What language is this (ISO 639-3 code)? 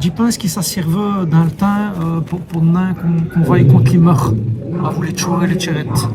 wln